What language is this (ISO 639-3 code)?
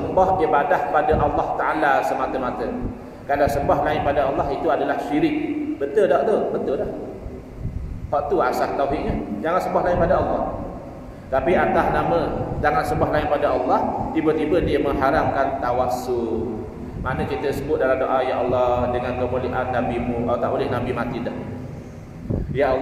msa